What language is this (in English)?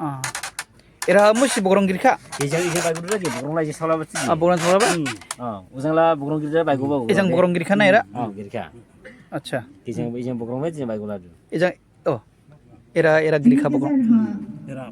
Dimasa